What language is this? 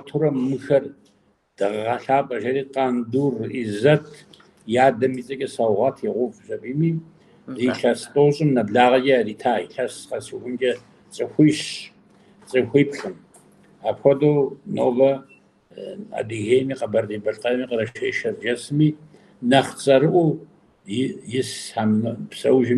Kabardian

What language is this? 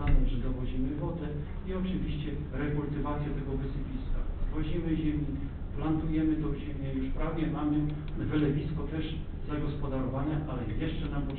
Polish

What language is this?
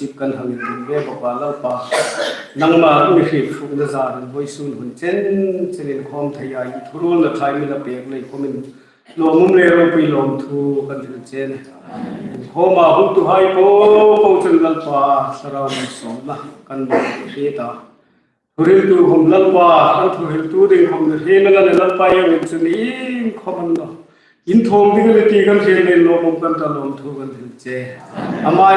Hmar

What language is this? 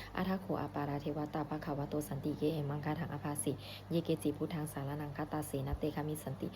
Pali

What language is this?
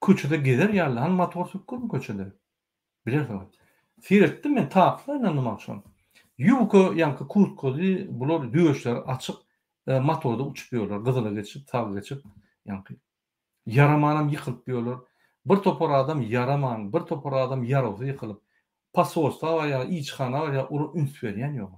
Turkmen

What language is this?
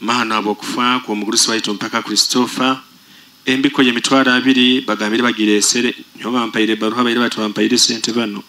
Nyoro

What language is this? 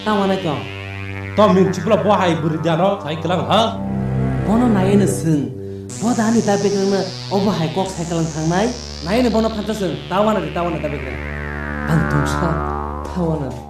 Kok Borok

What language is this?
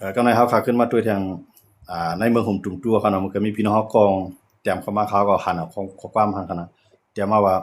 Shan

